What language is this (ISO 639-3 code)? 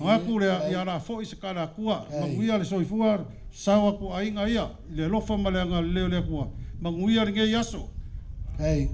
smo